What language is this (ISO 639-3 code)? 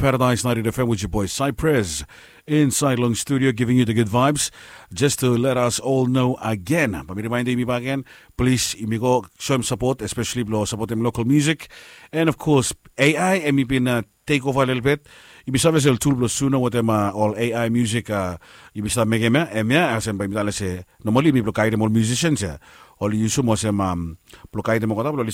bis